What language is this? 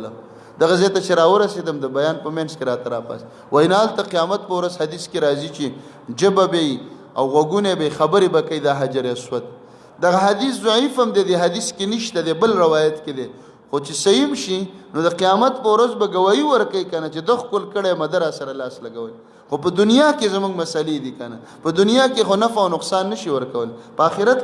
Pashto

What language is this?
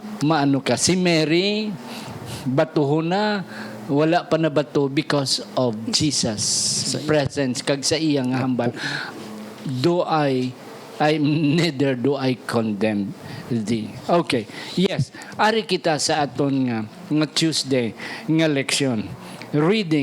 Hiligaynon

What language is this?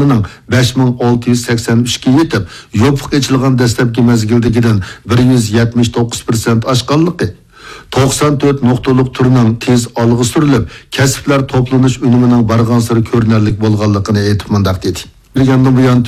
Uyghur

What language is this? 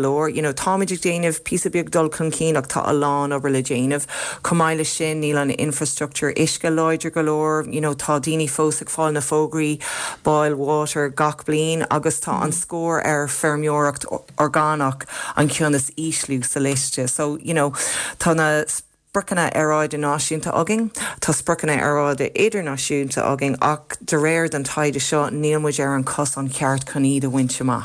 Irish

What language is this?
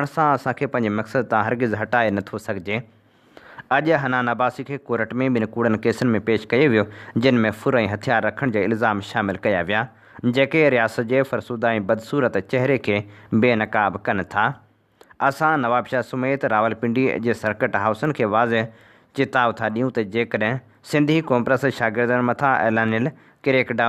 Sindhi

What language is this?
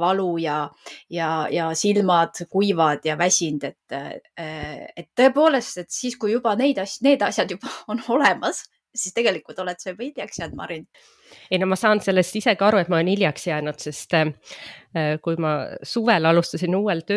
Estonian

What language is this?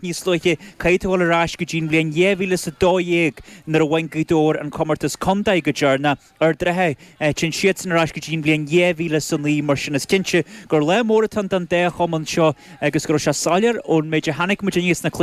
Irish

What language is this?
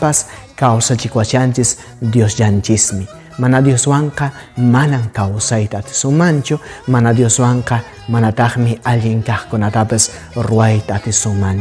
Quechua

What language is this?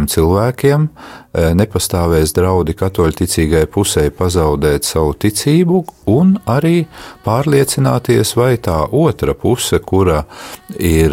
Latvian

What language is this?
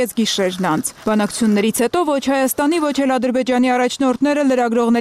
Armenian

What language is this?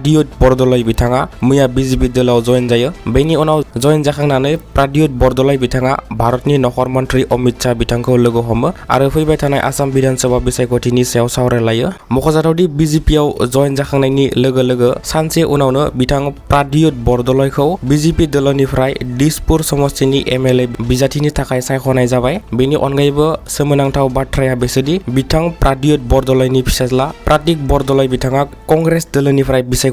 Bodo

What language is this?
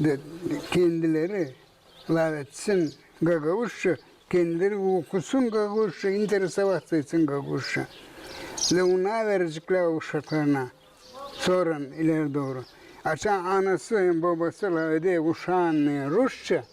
Gagauz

